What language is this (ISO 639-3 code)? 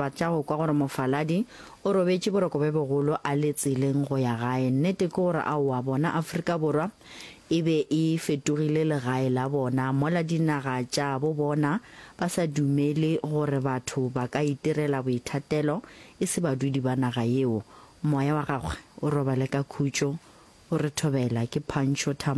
nso